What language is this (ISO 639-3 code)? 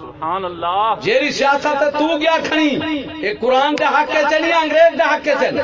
skr